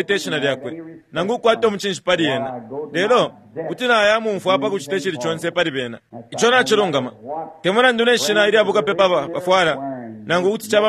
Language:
Bemba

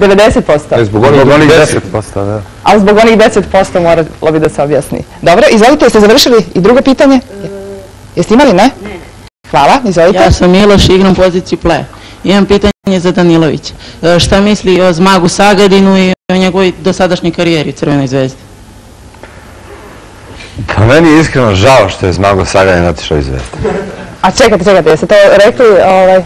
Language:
Serbian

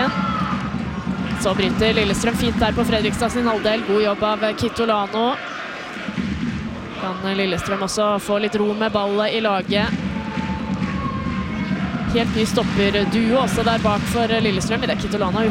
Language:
Norwegian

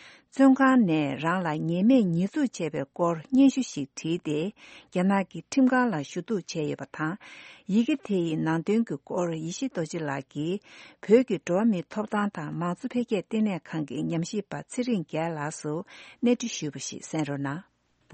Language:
Tibetan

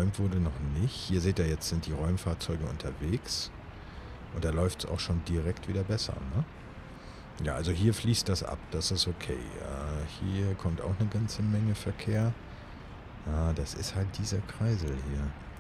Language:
German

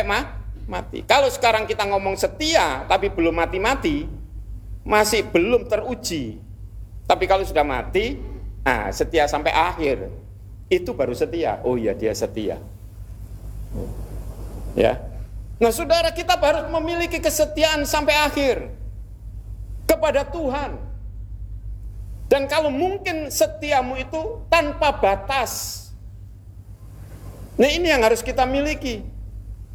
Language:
Indonesian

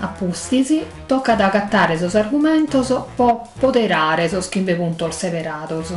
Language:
Sardinian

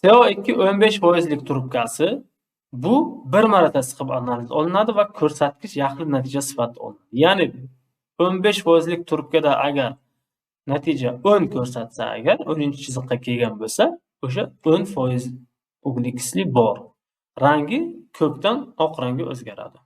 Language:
Uzbek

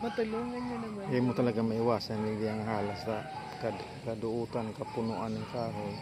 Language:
Bikol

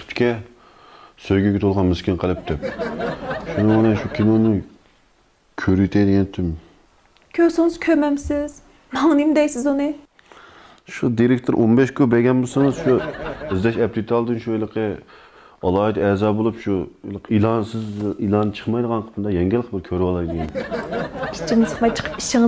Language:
Uyghur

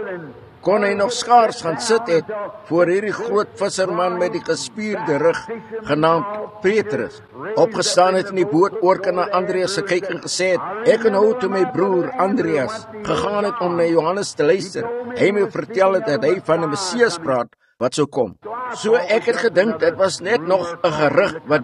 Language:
Afrikaans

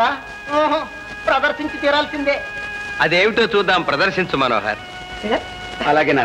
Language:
Telugu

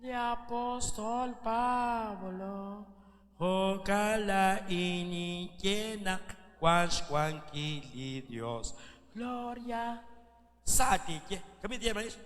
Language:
Kekchí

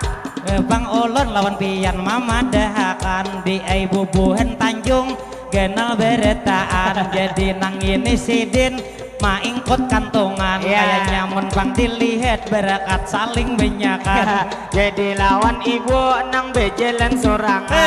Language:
Banjar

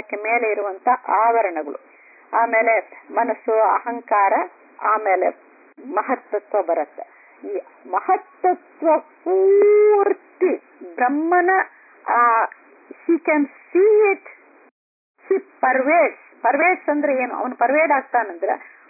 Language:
Kannada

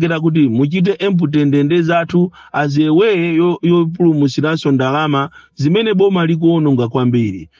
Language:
Nyanja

